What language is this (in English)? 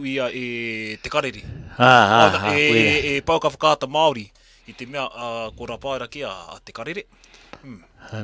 Māori